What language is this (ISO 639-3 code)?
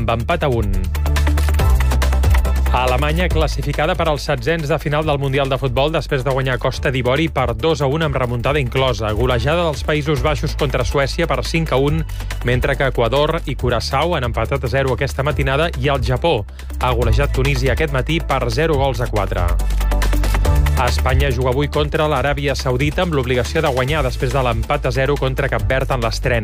cat